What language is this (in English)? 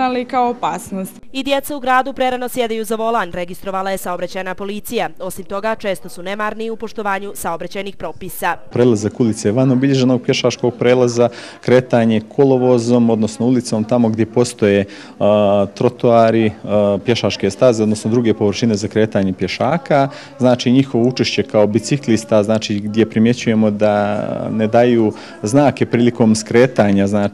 Bosnian